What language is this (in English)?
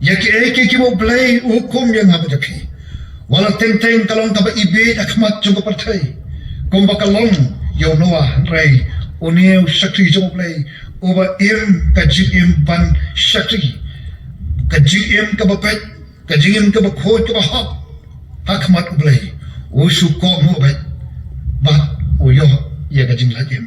Khasi